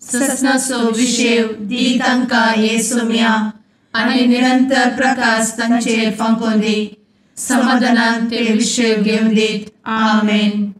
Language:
Konkani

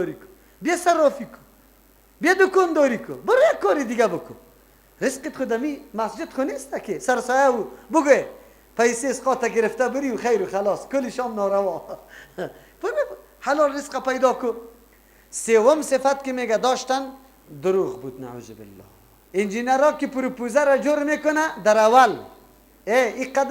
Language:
Persian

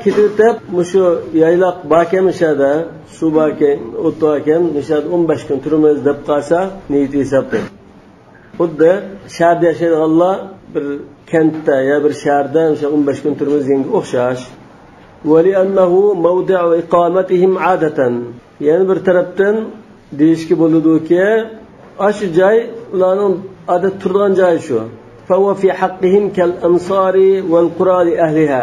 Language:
Uyghur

